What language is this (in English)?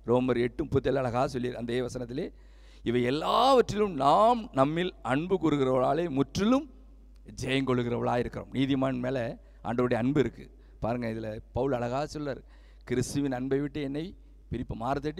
Tamil